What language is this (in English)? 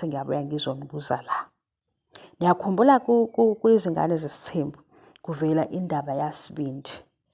Zulu